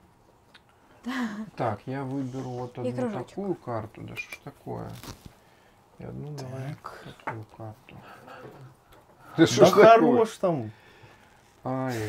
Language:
Russian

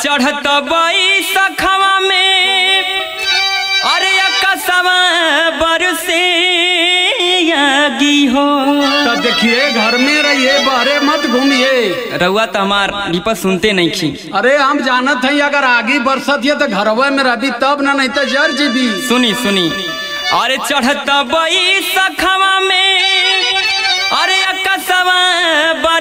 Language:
Bhojpuri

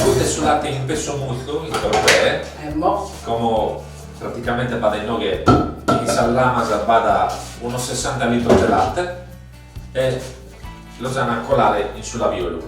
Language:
Sardinian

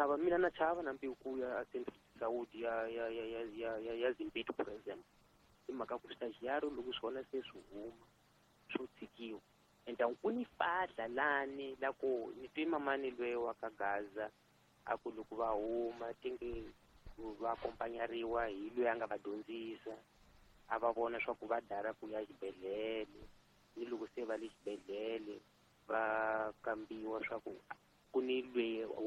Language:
Tsonga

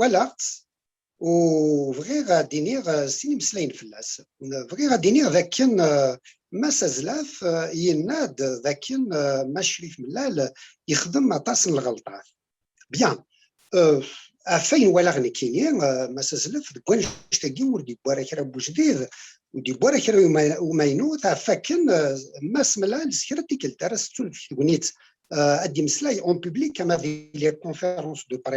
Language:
Kabyle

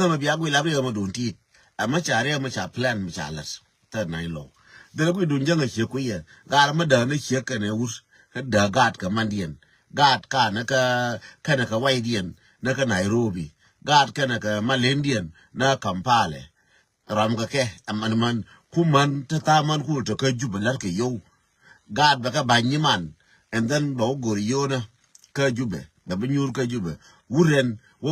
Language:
Nuer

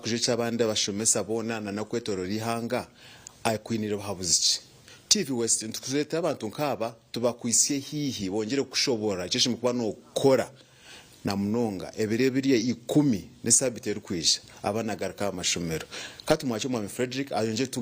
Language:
Nyankole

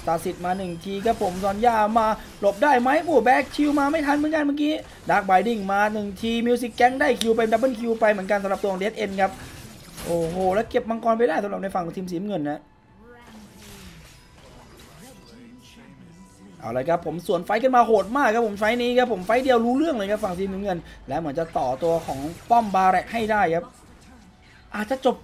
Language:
Thai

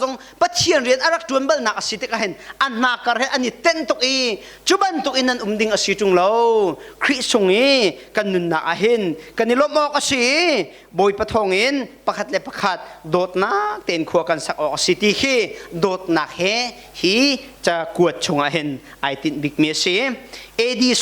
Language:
Hakha Chin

